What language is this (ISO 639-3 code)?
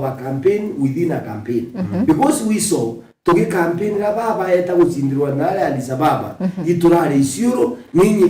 mer